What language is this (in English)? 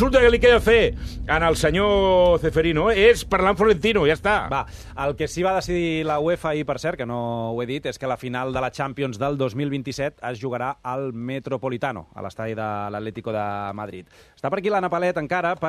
Catalan